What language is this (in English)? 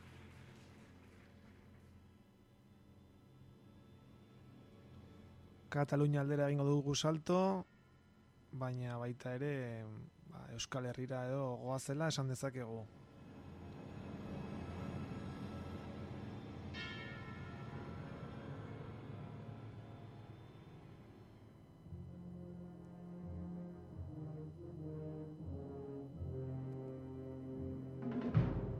Basque